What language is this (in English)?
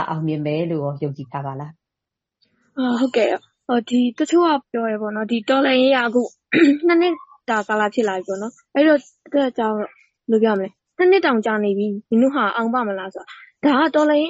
Burmese